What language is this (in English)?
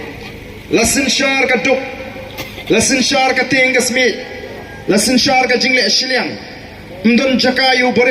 Khasi